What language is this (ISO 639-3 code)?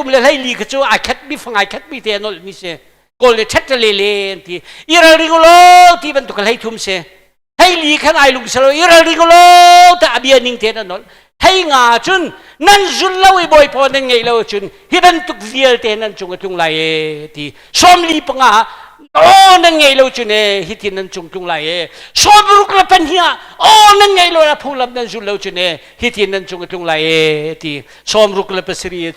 cnh